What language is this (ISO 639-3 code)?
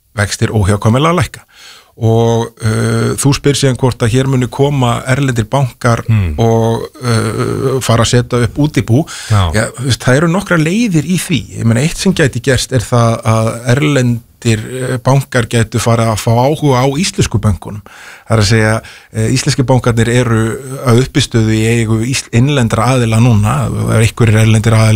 isl